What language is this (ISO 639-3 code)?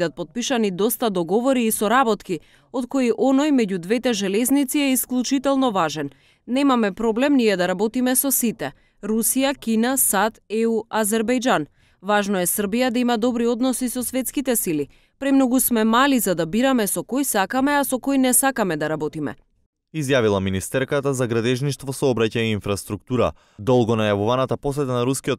mkd